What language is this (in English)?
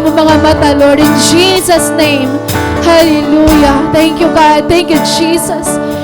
Waray